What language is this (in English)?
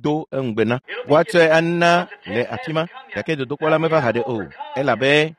Ewe